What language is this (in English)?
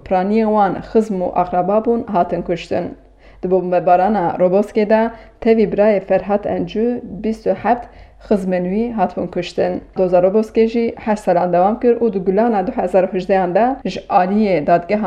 Kurdish